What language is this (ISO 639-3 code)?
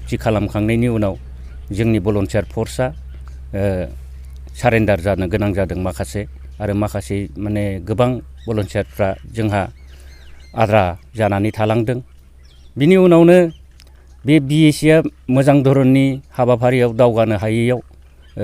brx